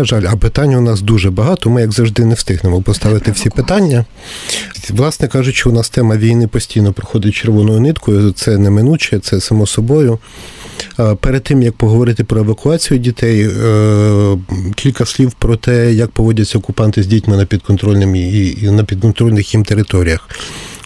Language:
Ukrainian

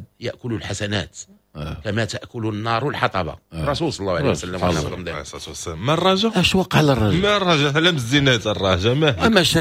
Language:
Moroccan Arabic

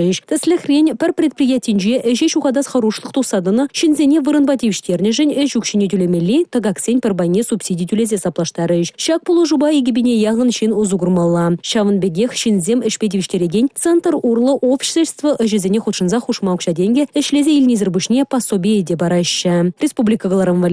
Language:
Chuvash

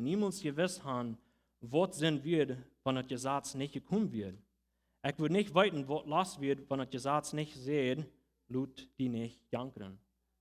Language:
Plautdietsch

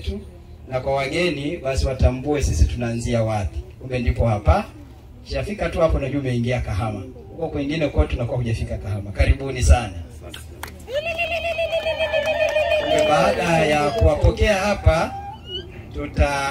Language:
Swahili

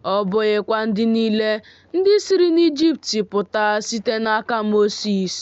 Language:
Igbo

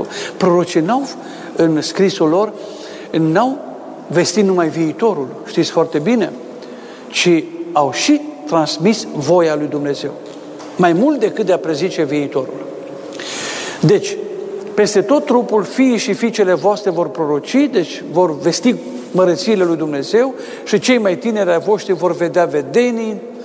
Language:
Romanian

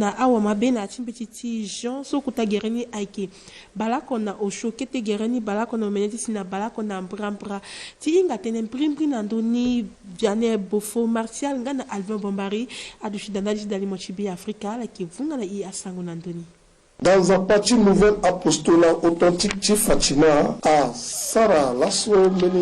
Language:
Sango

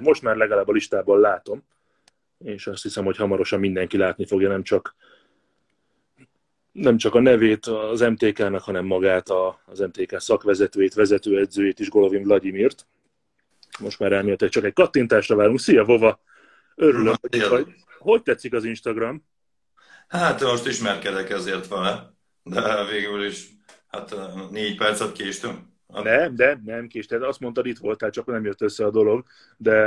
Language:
Hungarian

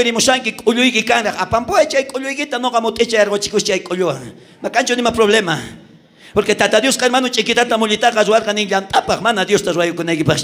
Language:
South Bolivian Quechua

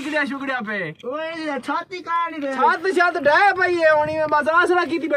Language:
Saraiki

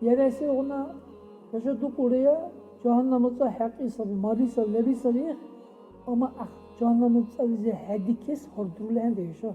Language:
Dargwa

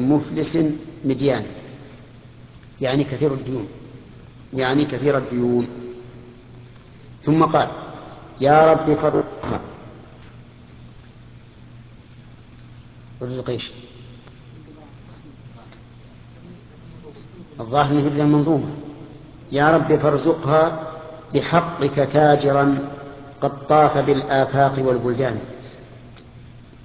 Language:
Arabic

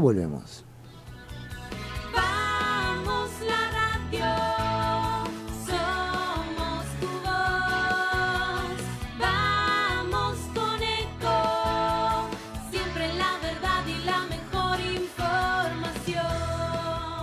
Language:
Spanish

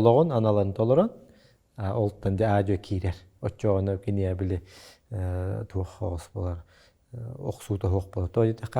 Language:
Yakut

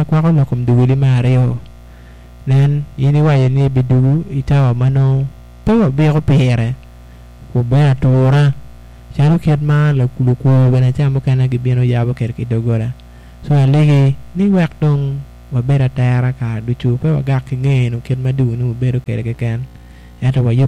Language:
Acoli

